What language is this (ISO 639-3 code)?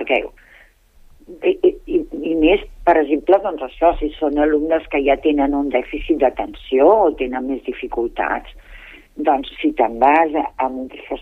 cat